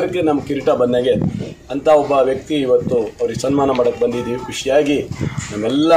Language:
Kannada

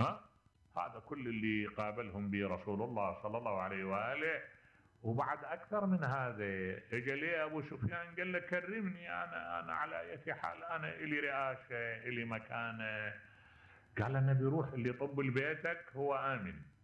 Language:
Mesopotamian Arabic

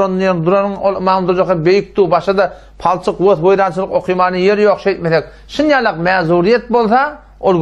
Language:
Turkmen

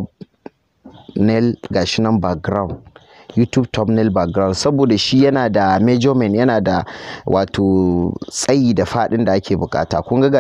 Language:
Hausa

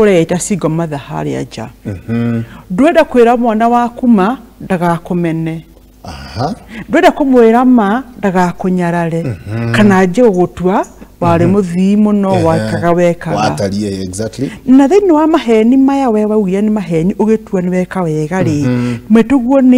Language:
Kikuyu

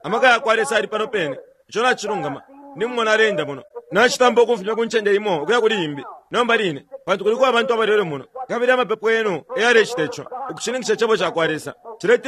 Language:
Bemba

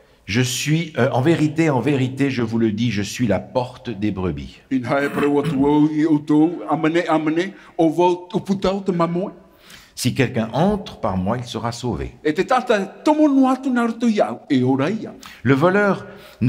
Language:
Tahitian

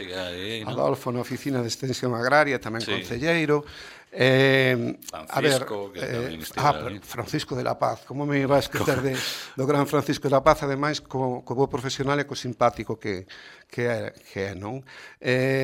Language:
Galician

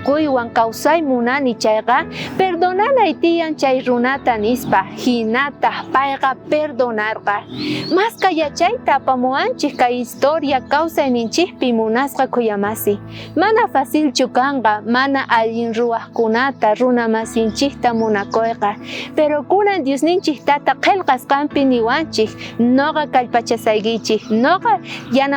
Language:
South Bolivian Quechua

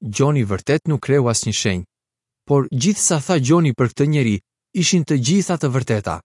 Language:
Albanian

